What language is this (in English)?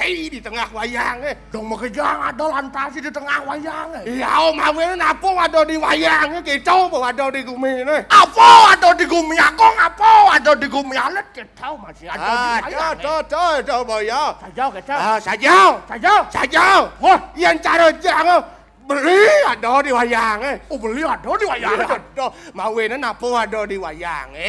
Balinese